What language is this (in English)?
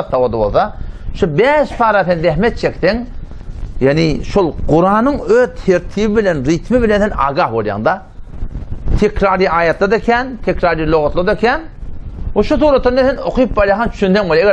Turkmen